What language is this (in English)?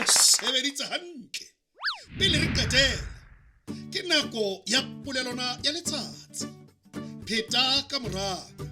Southern Sotho